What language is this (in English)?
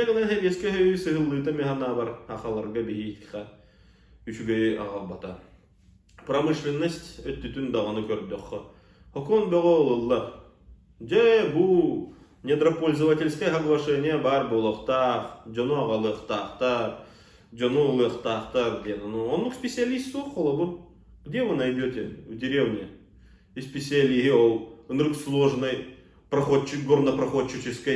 Yakut